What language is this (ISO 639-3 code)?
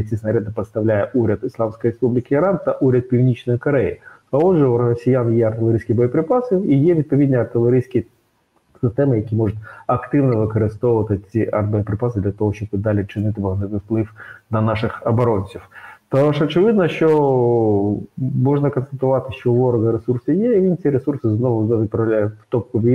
ukr